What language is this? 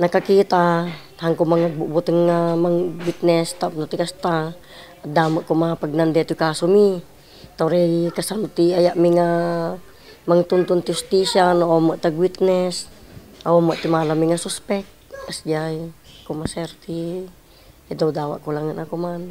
Iloko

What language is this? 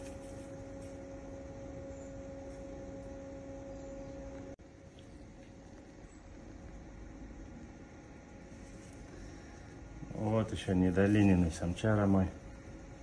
Russian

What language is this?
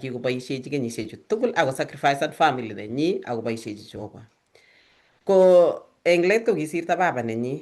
Kalenjin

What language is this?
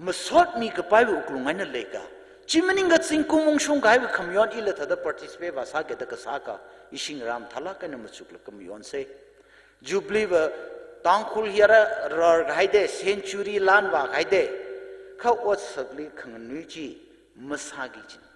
Tangkhul Naga (India)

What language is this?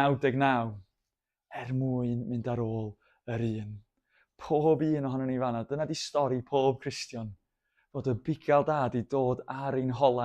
Welsh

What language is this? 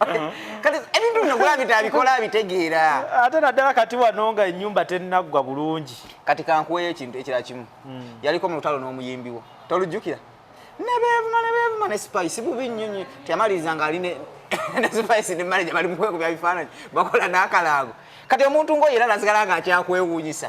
Ganda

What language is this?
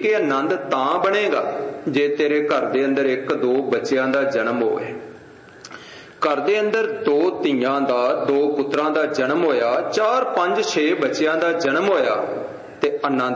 Punjabi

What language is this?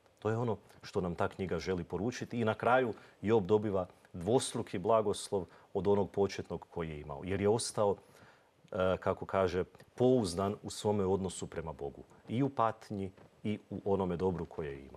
Croatian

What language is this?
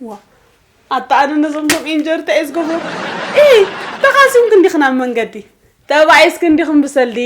Tigrinya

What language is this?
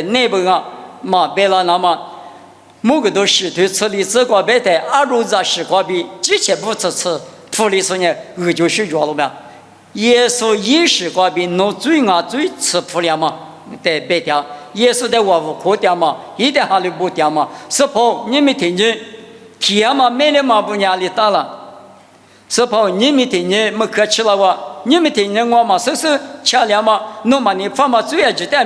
Lisu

